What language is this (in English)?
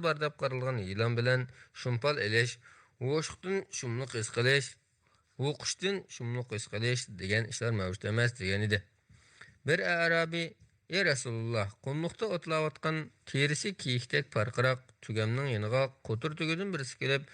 Uyghur